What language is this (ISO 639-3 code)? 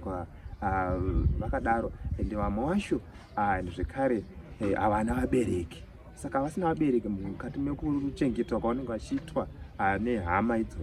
sna